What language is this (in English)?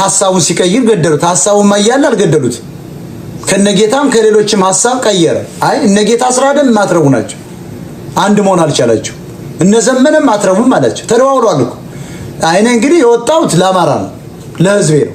Amharic